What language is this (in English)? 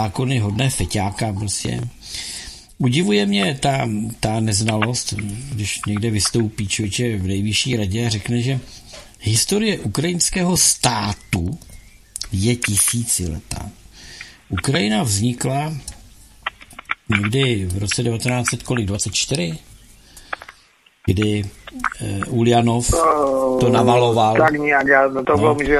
Czech